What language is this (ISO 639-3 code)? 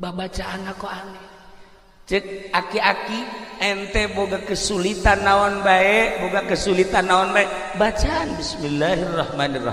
sun